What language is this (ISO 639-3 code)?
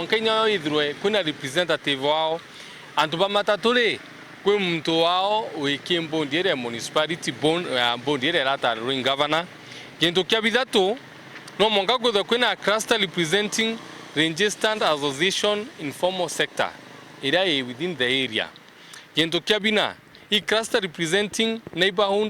mer